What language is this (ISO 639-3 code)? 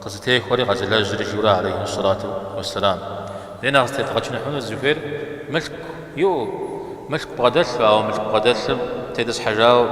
kbd